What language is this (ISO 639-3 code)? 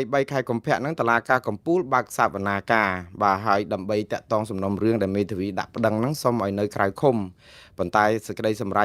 khm